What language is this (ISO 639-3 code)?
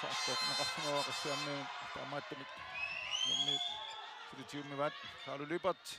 kal